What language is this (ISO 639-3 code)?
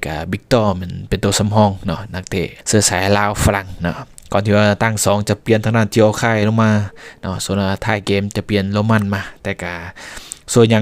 lao